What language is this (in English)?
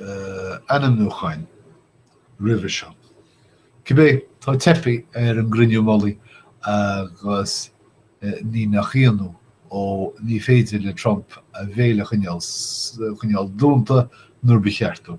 Irish